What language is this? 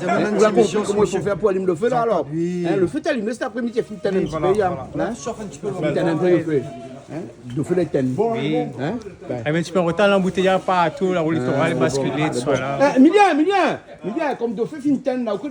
Réunion Creole French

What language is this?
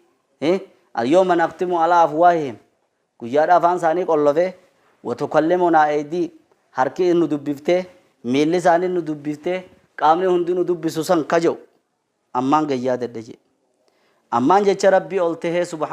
Oromo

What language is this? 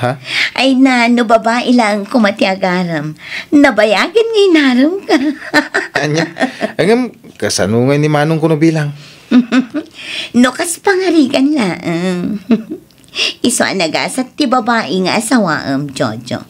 Iloko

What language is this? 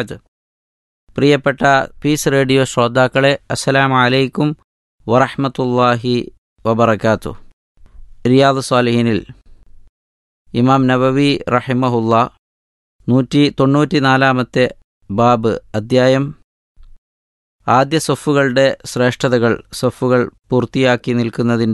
Malayalam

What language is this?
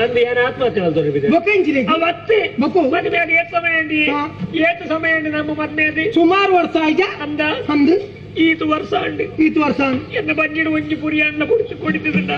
Tulu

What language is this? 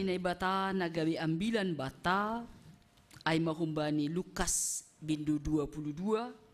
Batak Simalungun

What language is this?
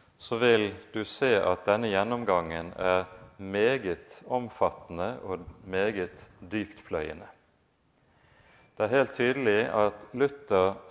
Norwegian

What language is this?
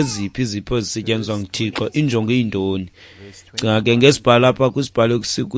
Xhosa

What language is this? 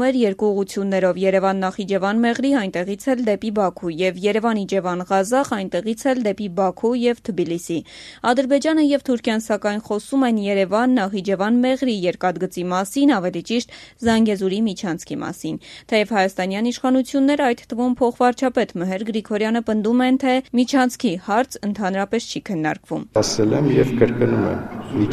Armenian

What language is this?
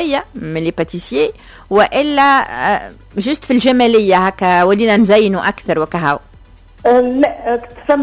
Tunisian Arabic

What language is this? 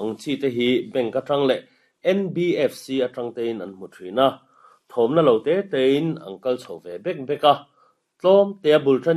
Mizo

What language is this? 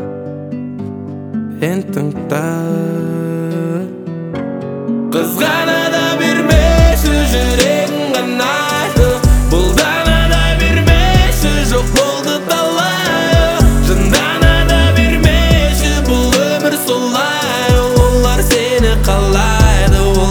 Kazakh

